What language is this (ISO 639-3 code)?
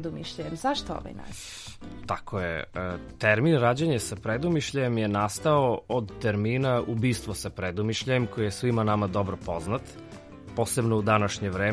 srp